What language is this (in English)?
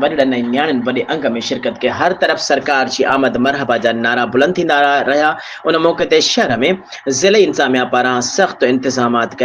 Sindhi